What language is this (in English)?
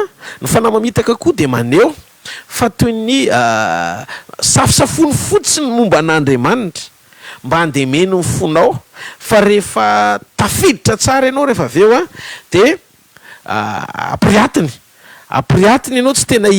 Malagasy